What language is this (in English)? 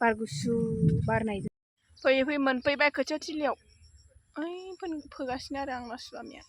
Bodo